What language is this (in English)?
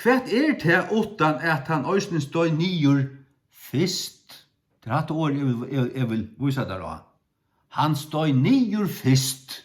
Faroese